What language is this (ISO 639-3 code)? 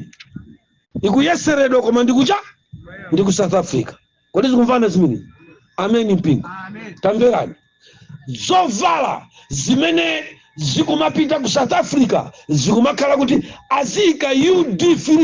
nya